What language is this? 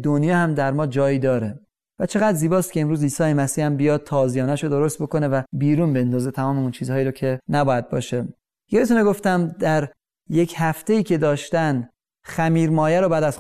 Persian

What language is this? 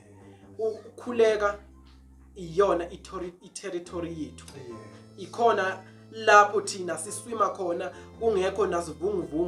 Zulu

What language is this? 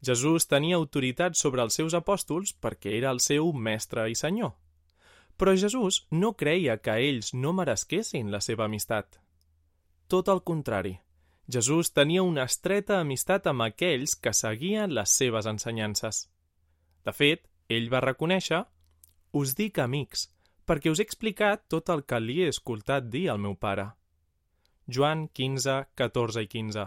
Catalan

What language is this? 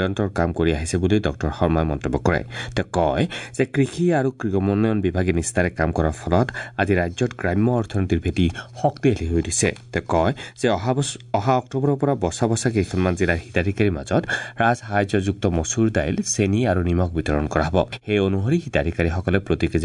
Assamese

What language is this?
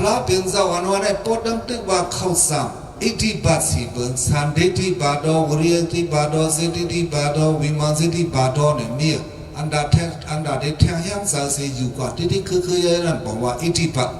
Shan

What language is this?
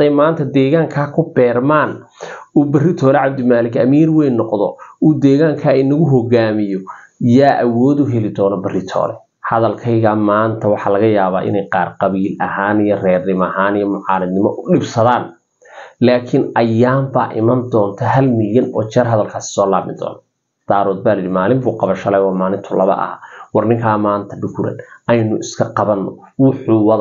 Somali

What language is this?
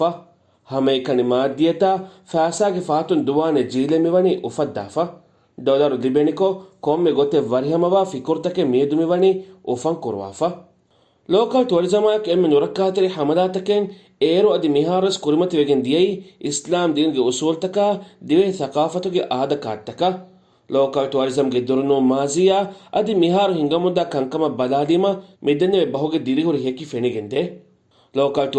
Divehi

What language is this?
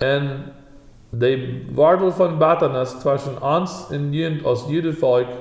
Plautdietsch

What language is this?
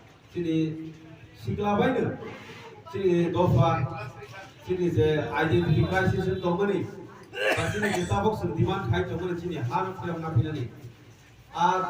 Kok Borok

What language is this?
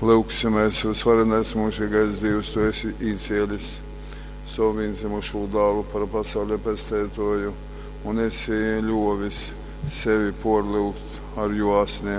Latgalian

